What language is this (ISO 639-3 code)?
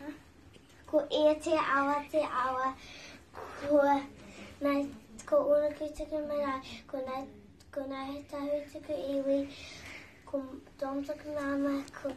mri